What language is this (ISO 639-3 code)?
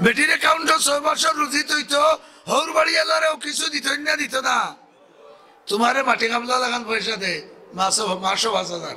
syl